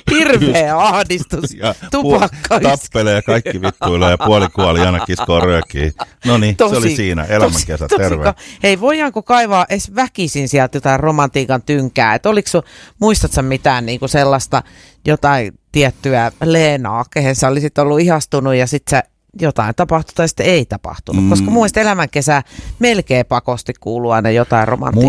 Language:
Finnish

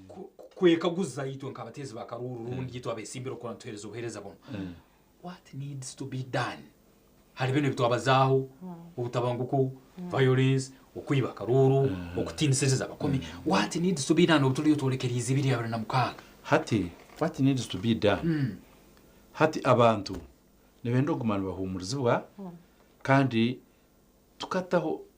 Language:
Nyankole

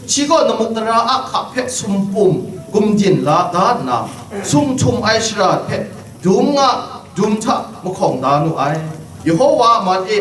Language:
Kachin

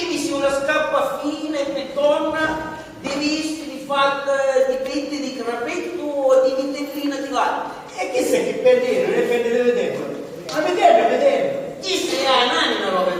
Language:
Sicilian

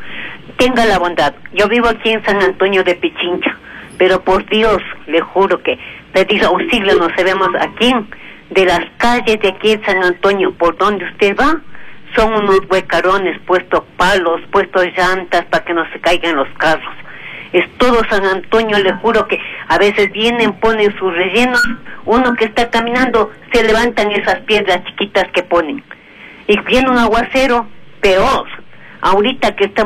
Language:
Spanish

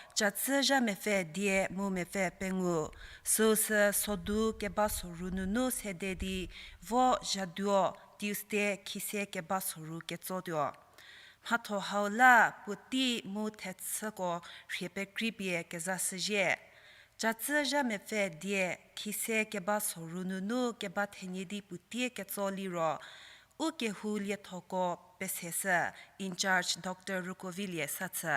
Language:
Angami Naga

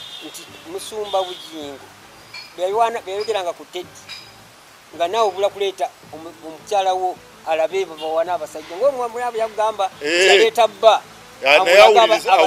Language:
Ganda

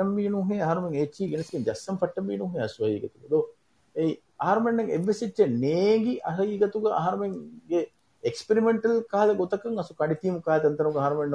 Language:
Divehi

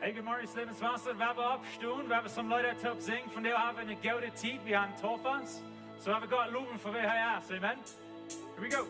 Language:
Plautdietsch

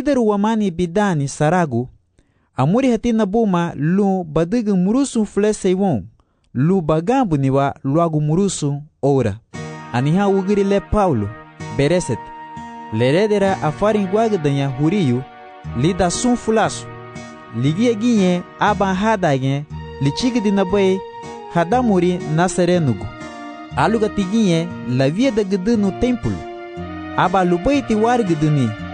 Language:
Garifuna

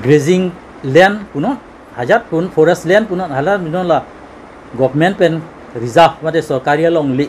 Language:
Karbi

